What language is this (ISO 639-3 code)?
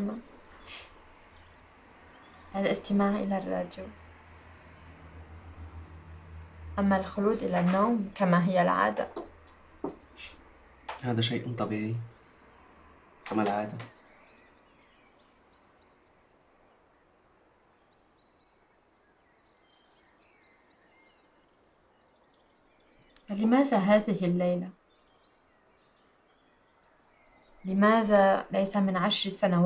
ara